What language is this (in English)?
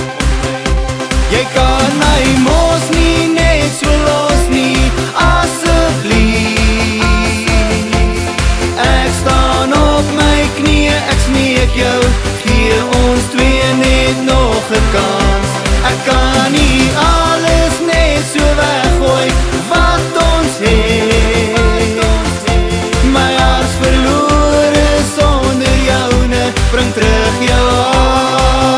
Afrikaans